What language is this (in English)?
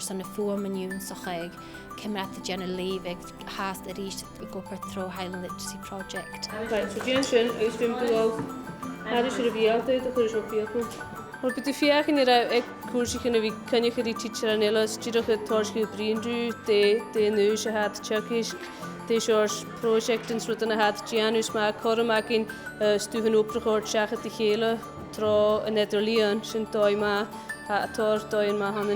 Scottish Gaelic